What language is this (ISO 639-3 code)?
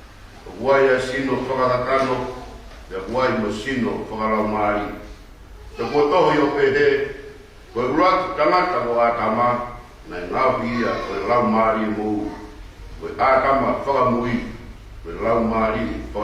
ton